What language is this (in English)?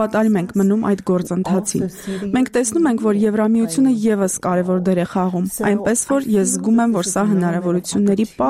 Armenian